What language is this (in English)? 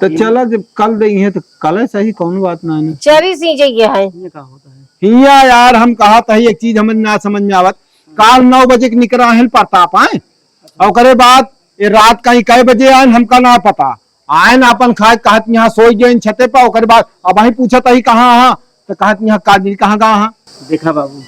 Awadhi